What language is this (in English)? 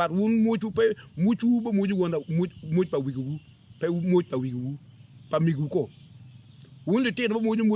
Acoli